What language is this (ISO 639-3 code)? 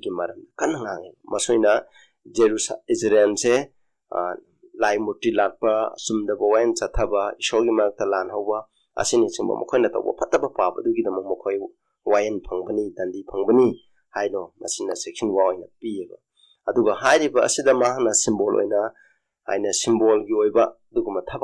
mni